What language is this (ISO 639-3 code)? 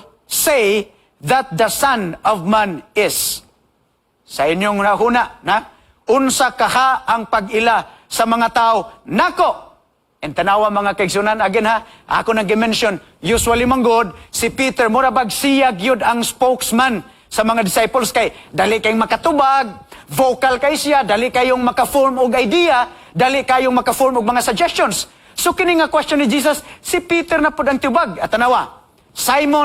ceb